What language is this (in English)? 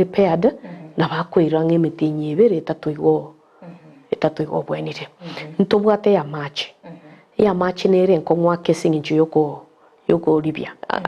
Gusii